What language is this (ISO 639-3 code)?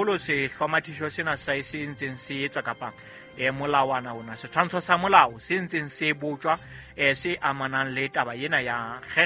sot